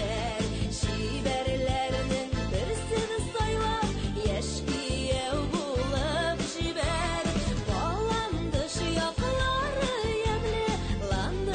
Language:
Tatar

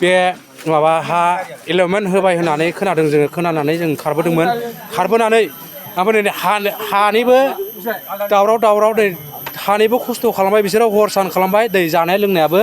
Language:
Bodo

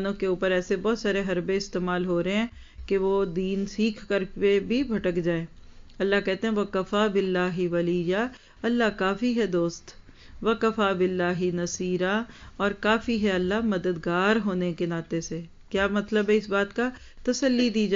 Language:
Urdu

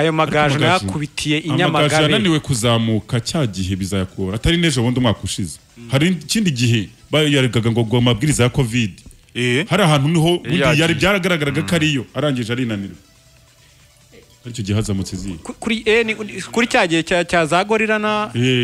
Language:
Kinyarwanda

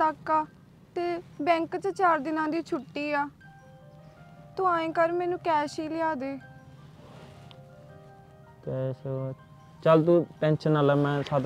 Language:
Punjabi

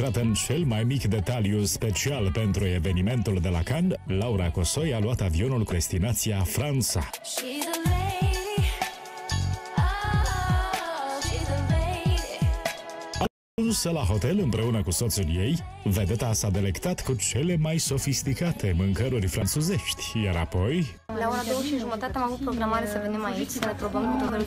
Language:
Romanian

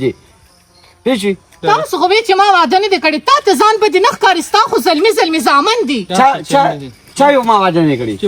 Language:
Pashto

